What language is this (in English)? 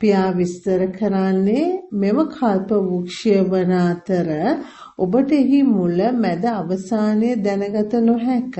Sinhala